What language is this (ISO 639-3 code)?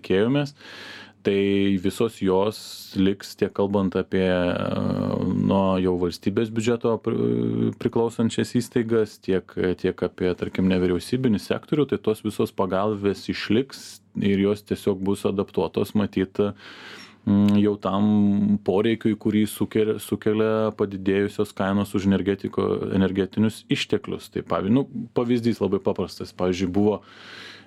lit